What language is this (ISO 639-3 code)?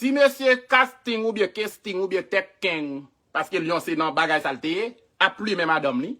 hat